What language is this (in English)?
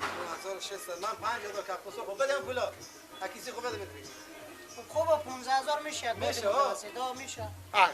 Persian